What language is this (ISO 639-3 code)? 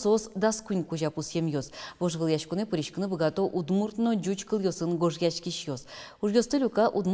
udm